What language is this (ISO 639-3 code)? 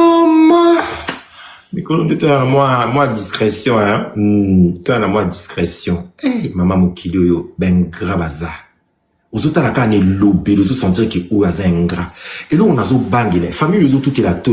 lin